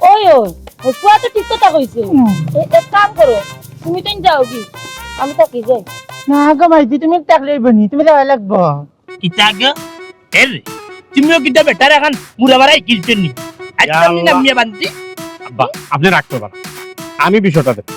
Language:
Sylheti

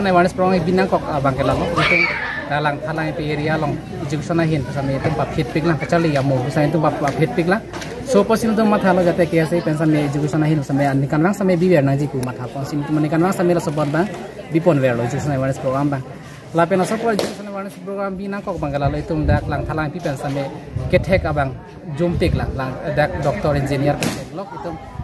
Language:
Karbi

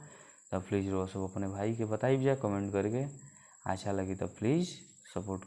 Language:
Bhojpuri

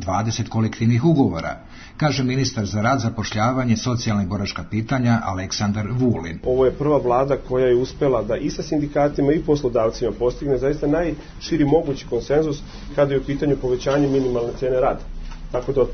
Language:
Serbian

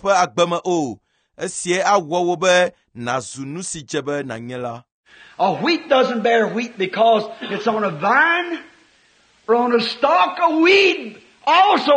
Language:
Ewe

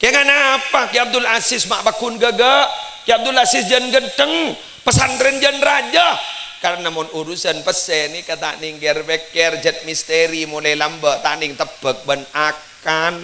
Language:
Madurese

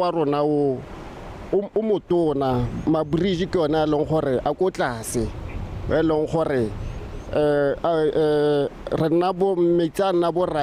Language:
Tswana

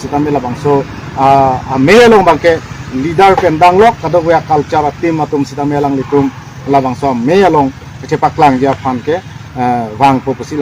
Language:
Karbi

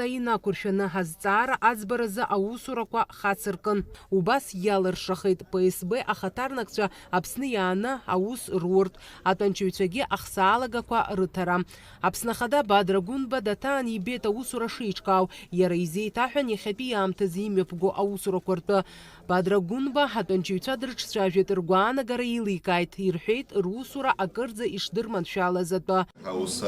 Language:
Abkhazian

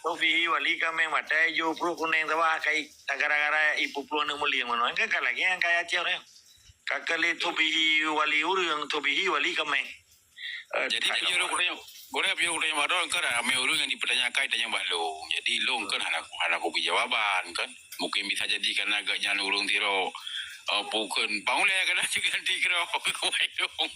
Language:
Achinese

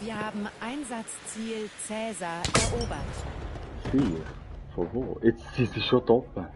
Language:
Swiss German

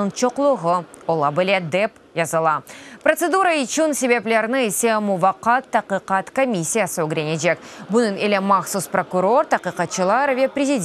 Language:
Crimean Tatar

